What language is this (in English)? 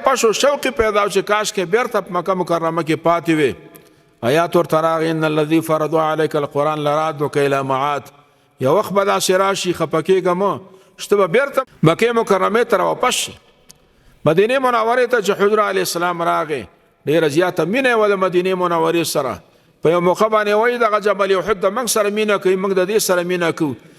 Pashto